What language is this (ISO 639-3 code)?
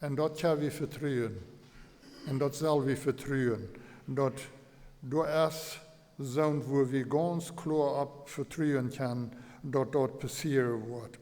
pdt